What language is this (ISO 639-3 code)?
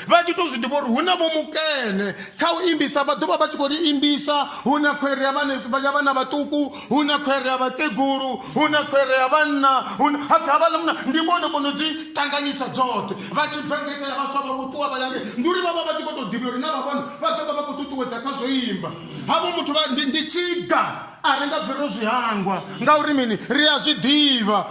ven